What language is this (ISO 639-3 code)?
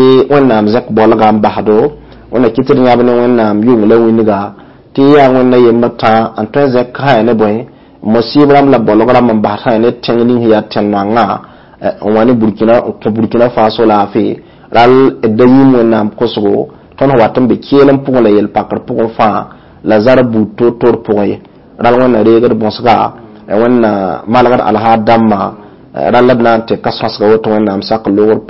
mos